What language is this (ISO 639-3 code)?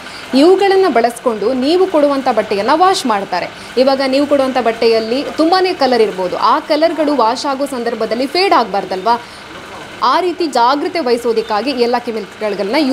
kan